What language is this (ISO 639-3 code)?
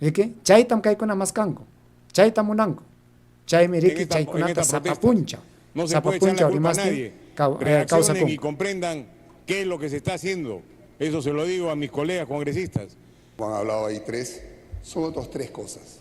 quy